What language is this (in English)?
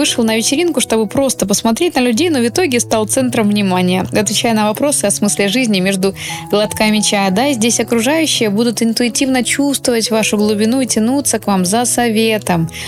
Russian